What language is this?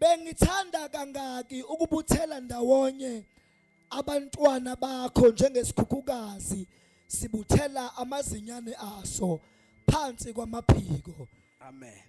Zulu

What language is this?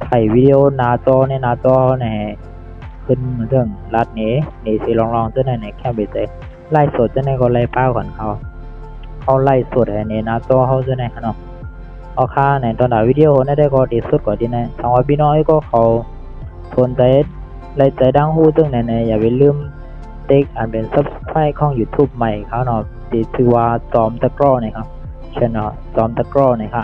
Shan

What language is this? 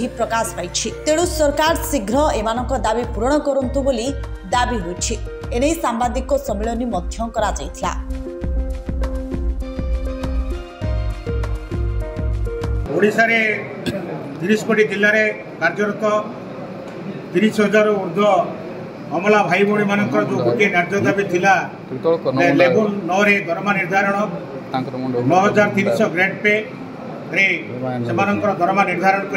Odia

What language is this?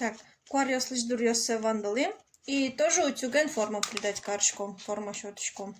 Udmurt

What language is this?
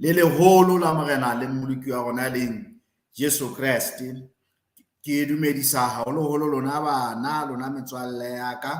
Southern Sotho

